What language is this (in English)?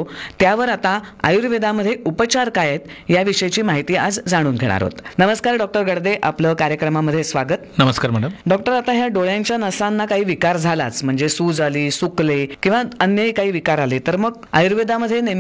Marathi